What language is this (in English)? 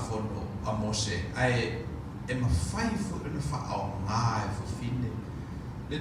Samoan